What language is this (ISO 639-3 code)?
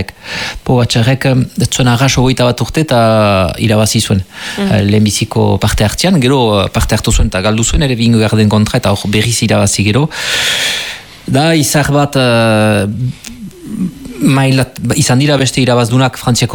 eus